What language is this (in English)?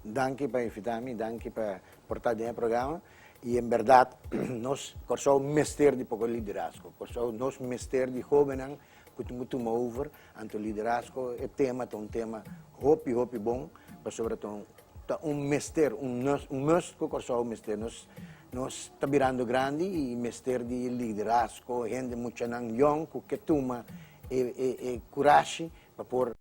Papiamento